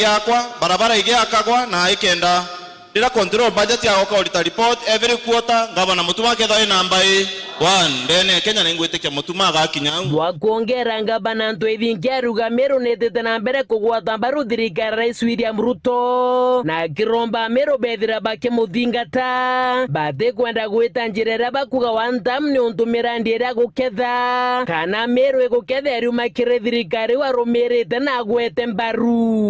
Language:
Meru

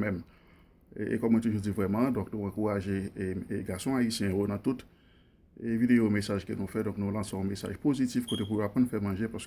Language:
Haitian Creole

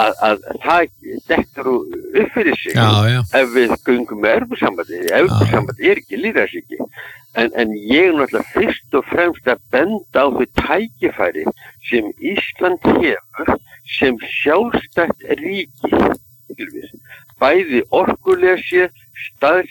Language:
Icelandic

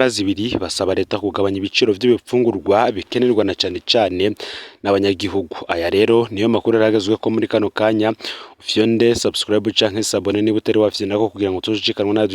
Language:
Rundi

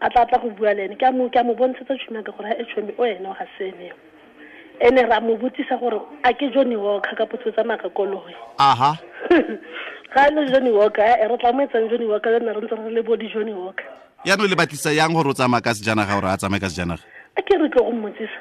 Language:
Tswana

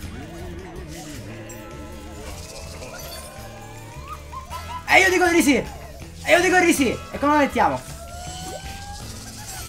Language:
Italian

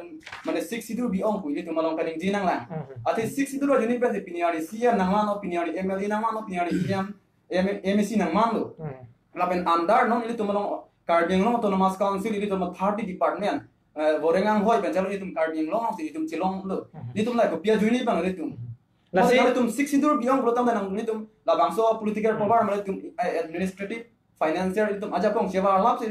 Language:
Karbi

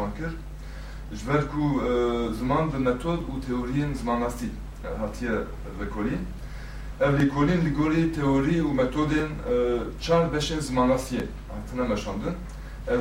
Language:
Kurdish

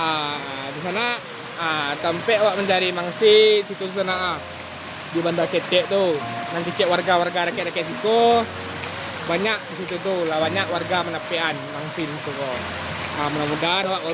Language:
Minangkabau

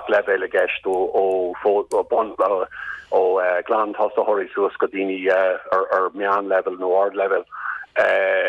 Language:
Irish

